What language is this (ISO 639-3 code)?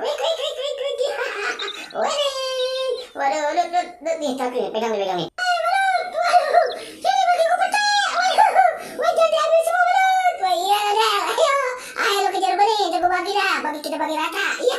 bew